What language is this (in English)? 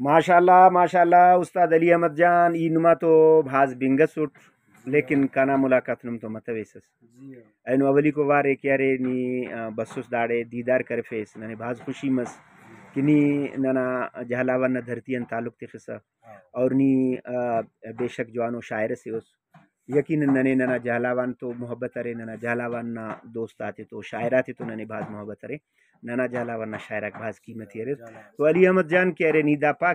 Brahui